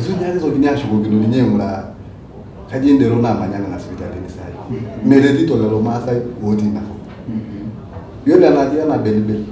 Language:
Masai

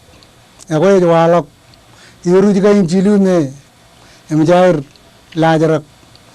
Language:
Marshallese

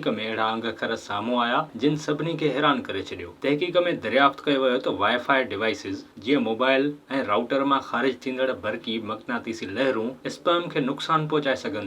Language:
Sindhi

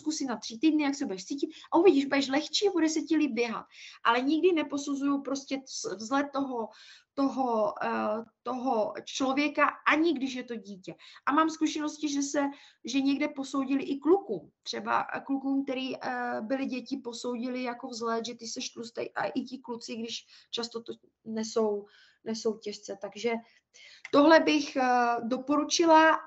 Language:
Czech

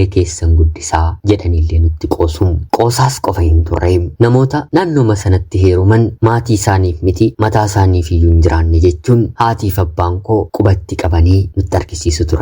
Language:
Oromo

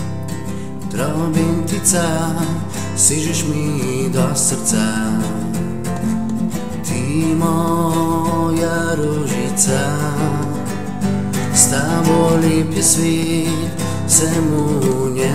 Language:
Croatian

